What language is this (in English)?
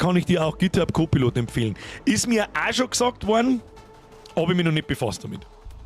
Bavarian